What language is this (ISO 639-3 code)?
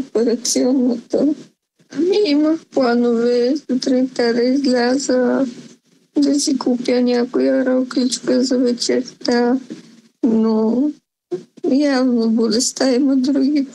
bul